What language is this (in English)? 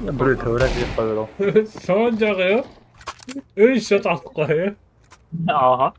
Kara-Kalpak